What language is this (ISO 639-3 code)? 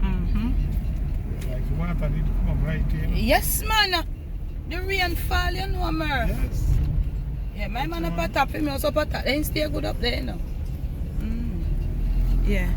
jam